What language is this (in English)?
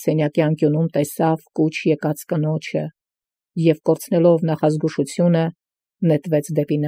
Armenian